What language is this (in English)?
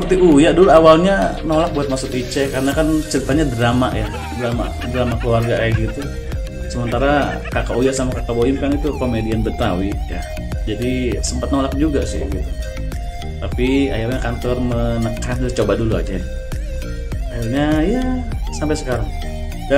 Indonesian